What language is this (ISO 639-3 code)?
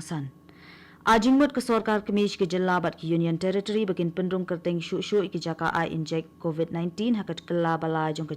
kha